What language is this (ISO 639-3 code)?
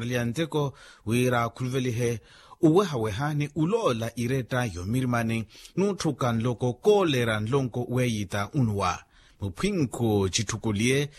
vmw